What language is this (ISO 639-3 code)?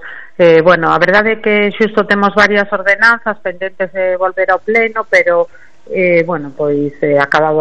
glg